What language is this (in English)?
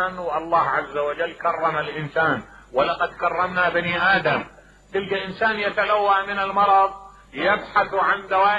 Mesopotamian Arabic